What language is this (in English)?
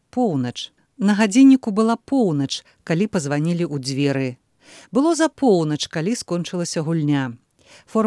Belarusian